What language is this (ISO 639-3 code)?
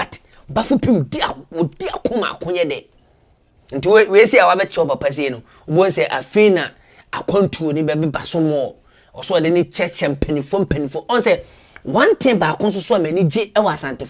aka